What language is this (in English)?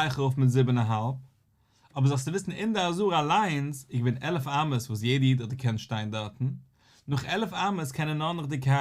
Yiddish